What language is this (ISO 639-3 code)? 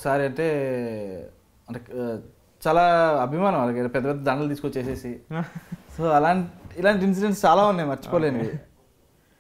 tel